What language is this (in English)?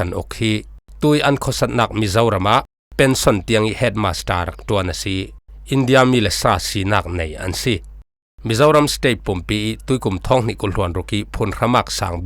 Falam Chin